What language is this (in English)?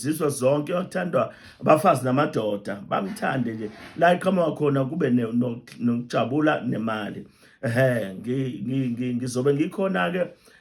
Zulu